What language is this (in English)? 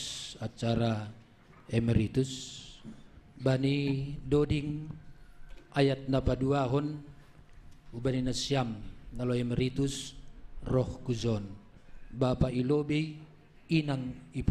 Batak Simalungun